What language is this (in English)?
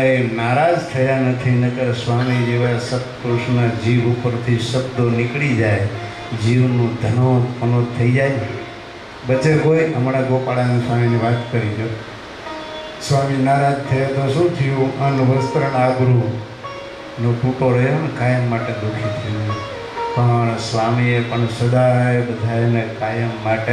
Gujarati